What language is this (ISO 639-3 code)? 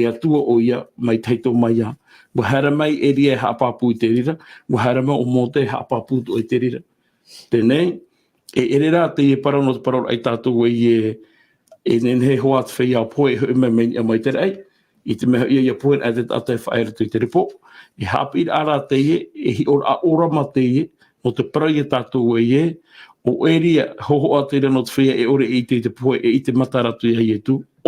tah